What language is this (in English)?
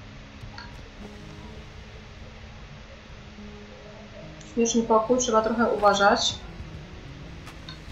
Polish